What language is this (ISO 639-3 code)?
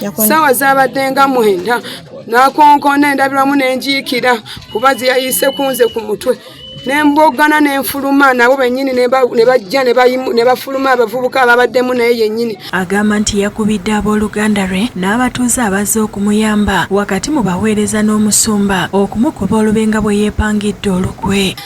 lug